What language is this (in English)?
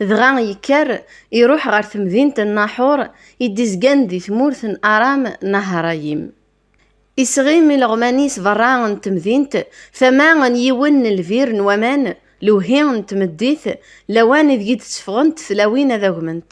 Kabyle